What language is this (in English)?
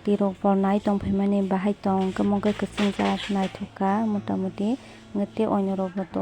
Kok Borok